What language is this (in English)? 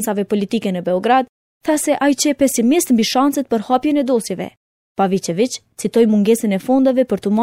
Albanian